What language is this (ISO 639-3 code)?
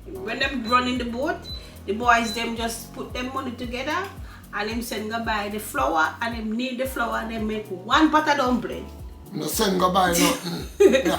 jam